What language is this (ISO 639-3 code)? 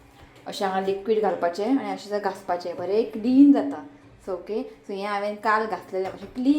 kok